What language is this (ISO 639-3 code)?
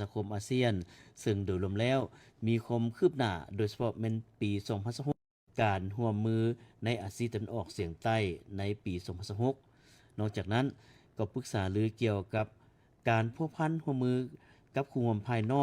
lao